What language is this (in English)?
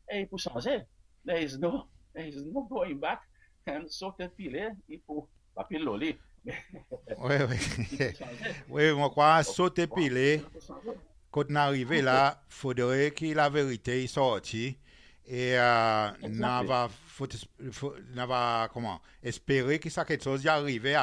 Seselwa Creole French